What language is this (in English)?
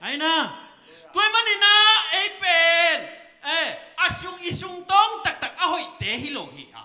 Tedim Chin